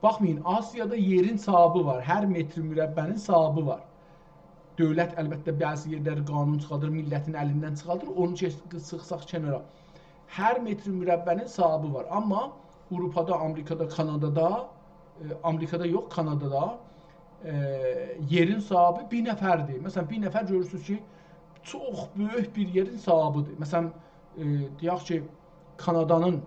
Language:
South Azerbaijani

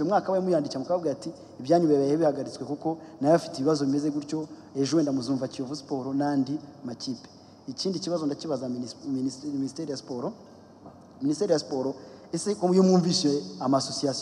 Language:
Kinyarwanda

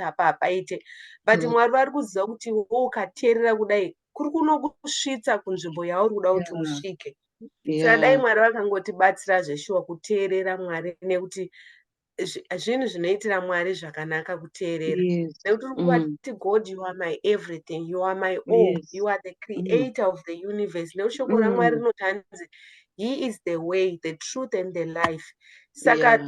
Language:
Shona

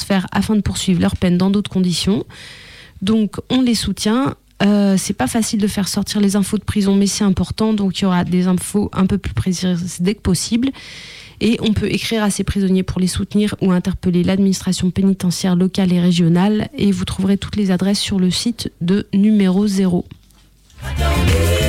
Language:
French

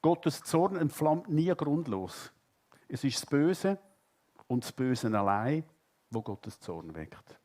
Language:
Swiss German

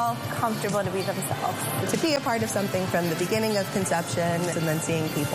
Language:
English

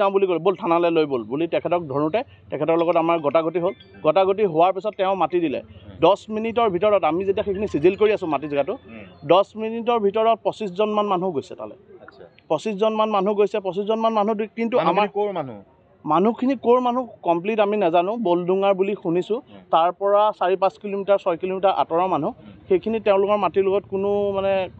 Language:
Assamese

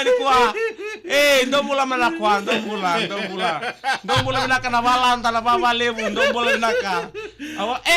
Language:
Fijian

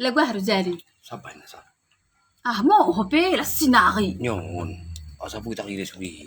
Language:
Batak Toba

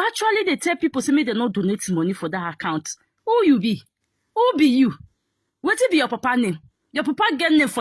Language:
Nigerian Pidgin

